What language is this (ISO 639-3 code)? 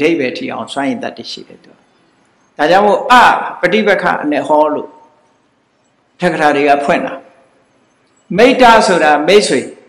mya